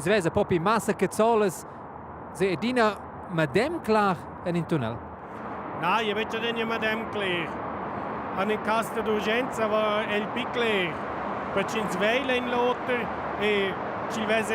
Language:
Romansh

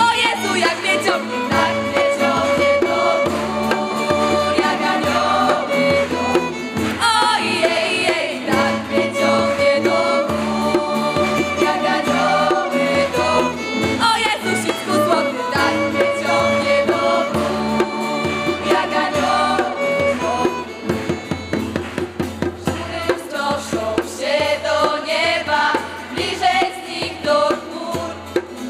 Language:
Polish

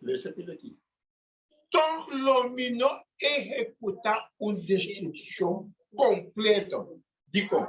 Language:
Papiamento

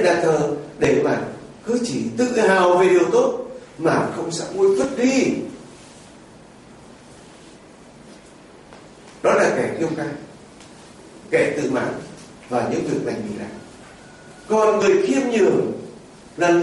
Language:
Vietnamese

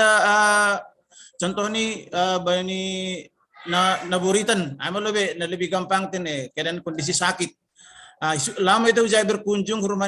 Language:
Batak Simalungun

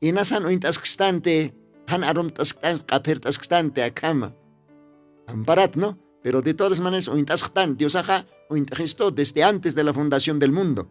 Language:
Aymara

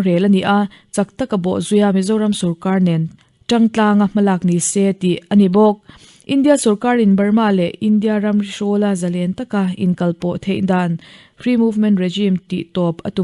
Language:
Mizo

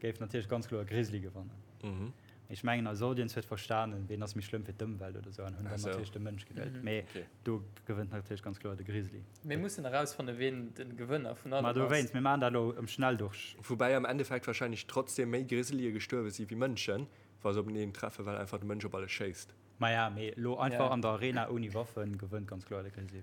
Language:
Luxembourgish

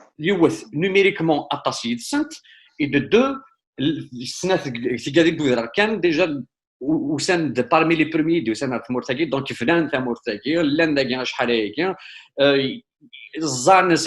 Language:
Kabyle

